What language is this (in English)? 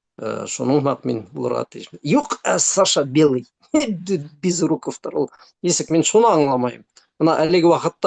Bashkir